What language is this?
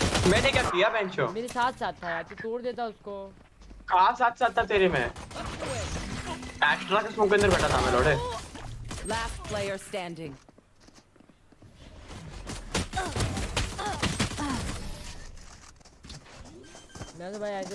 Hindi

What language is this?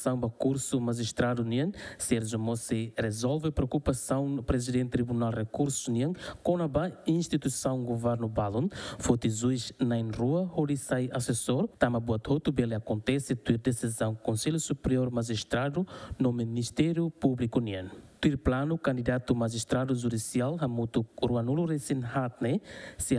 Tetum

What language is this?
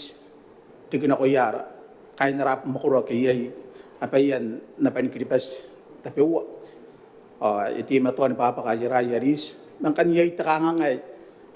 Gilbertese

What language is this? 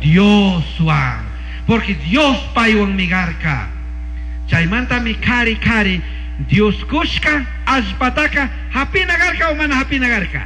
Chimborazo Highland Quichua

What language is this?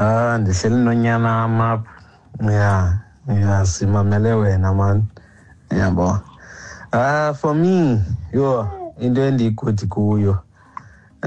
Xhosa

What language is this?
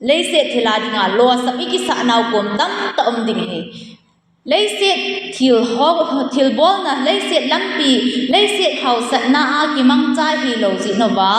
Thado Chin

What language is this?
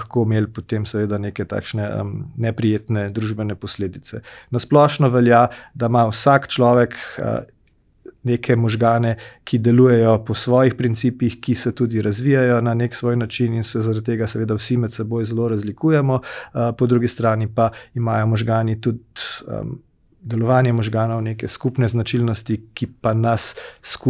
Slovenian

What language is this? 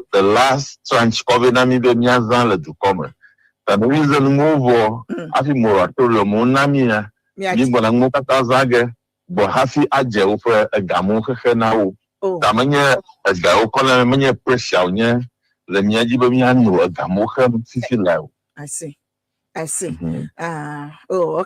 Ewe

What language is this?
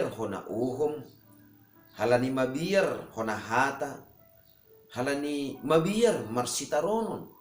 Batak Simalungun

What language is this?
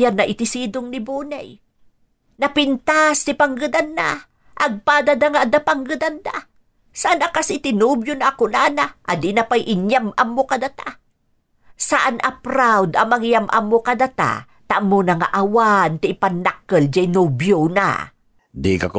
Iloko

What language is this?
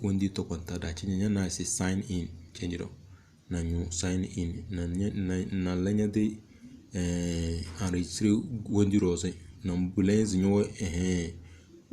Tem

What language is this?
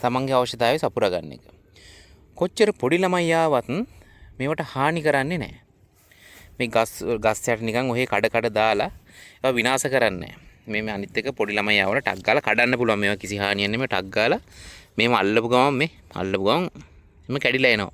Sinhala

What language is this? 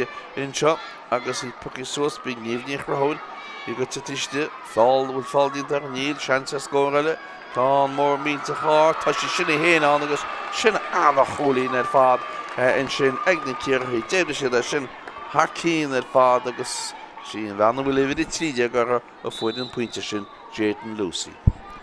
Irish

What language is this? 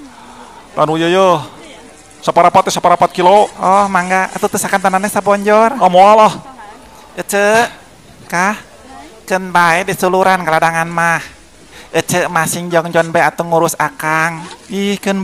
Sundanese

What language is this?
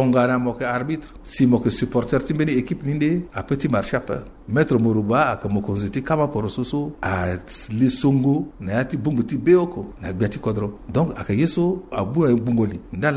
Sango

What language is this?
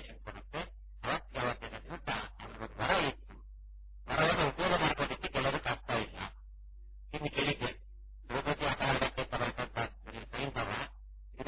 Kannada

